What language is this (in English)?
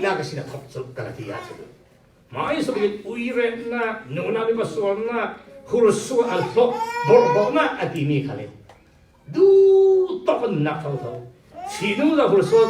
Falam Chin